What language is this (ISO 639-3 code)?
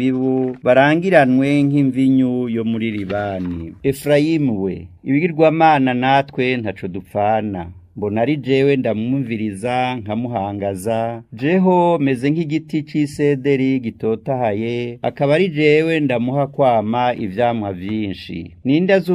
run